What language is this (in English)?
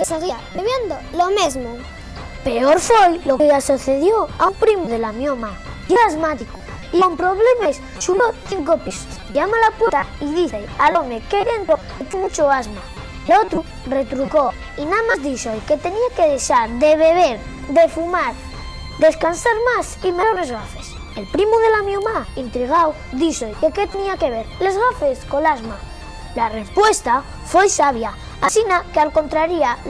Asturian